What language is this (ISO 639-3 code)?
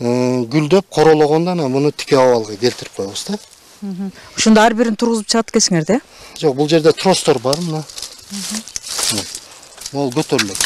kir